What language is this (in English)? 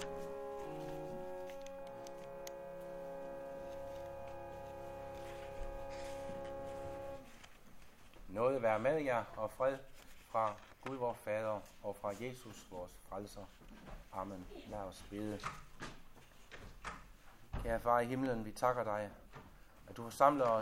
Danish